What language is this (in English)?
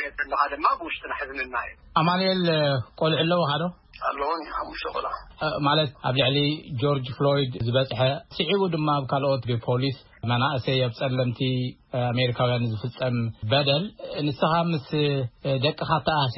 Tigrinya